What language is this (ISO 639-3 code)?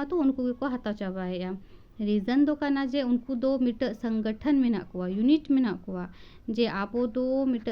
sat